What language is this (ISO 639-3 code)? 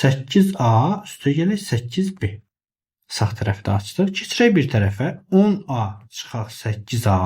aze